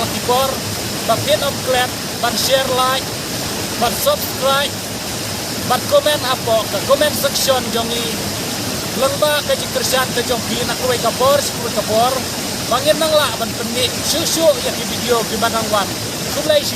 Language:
Khasi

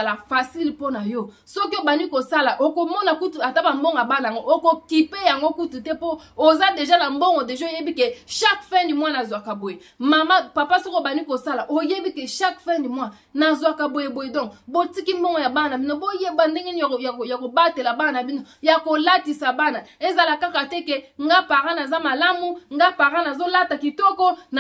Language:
Lingala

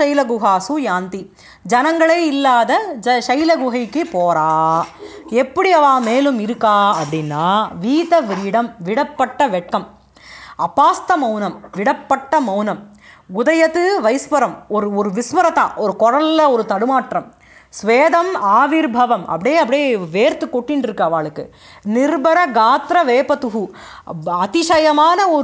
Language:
Tamil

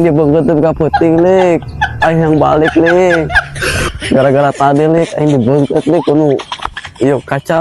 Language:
Sundanese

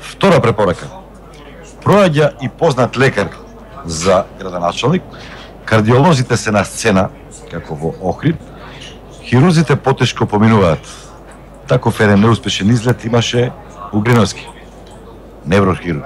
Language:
Macedonian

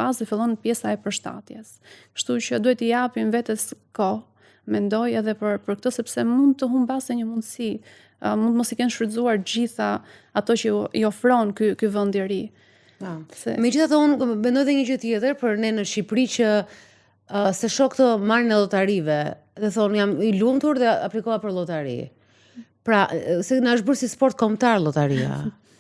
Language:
Albanian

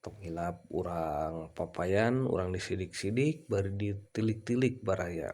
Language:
Sundanese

